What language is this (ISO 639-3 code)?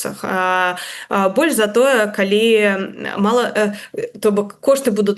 bel